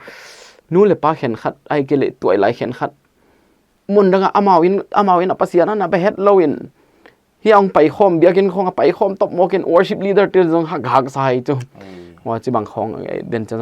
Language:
Paite Chin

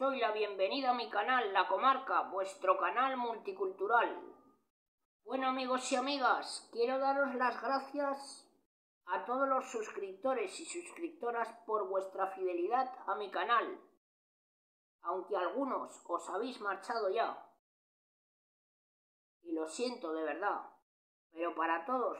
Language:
Spanish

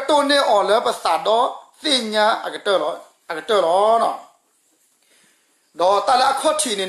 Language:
S'gaw Karen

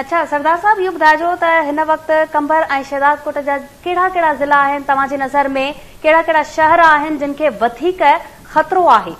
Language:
Sindhi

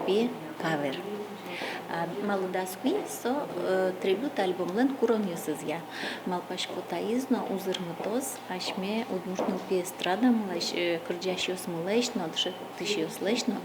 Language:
Udmurt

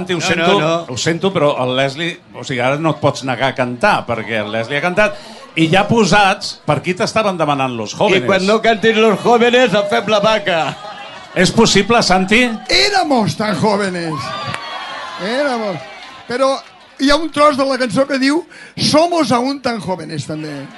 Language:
Catalan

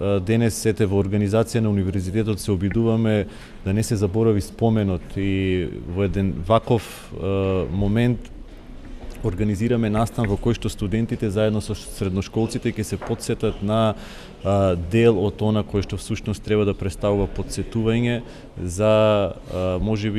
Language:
Macedonian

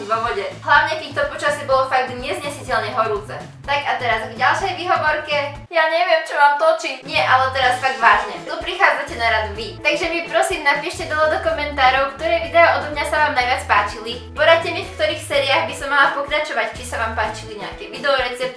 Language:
Slovak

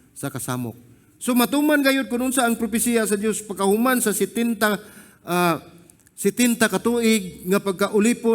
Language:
Cebuano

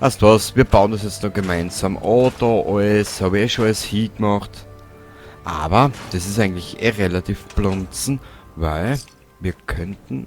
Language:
Bavarian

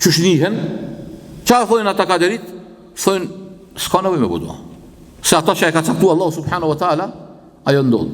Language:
Albanian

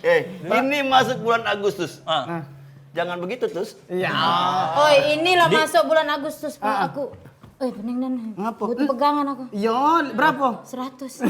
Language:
Musi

